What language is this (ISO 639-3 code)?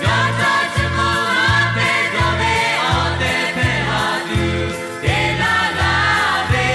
lhu